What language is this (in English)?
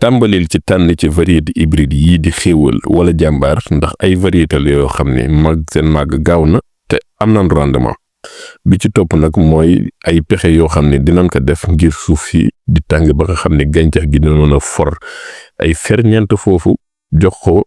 Wolof